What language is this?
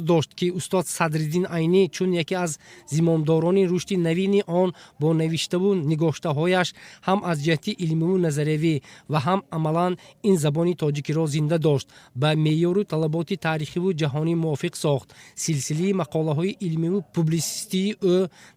Tajik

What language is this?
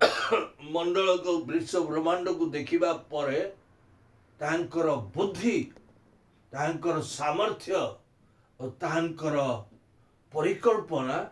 Odia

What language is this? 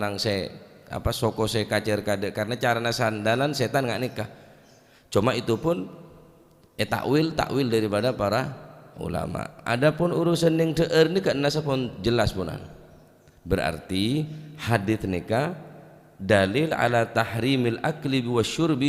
Madurese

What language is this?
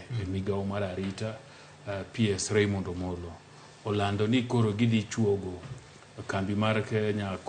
Luo (Kenya and Tanzania)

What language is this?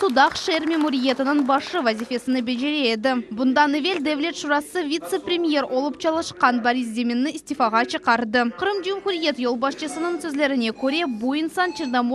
Crimean Tatar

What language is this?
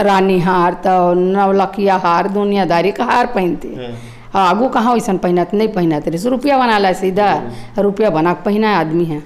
Chhattisgarhi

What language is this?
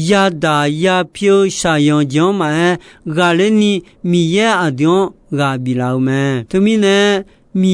Akha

